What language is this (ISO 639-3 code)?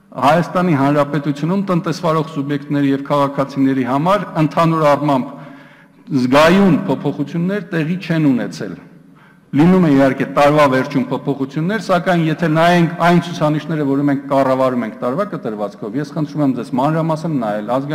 hye